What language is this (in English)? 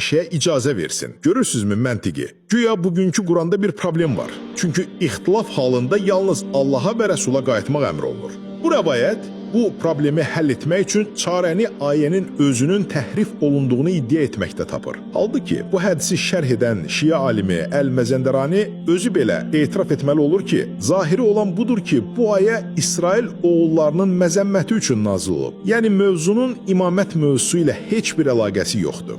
Azerbaijani